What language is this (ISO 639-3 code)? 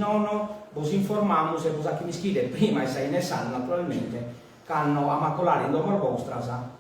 srd